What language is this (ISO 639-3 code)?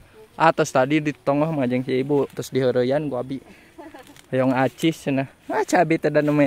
sun